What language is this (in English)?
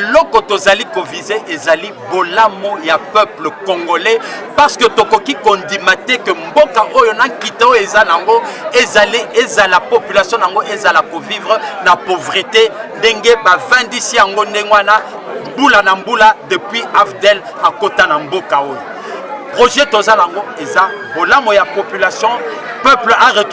Lingala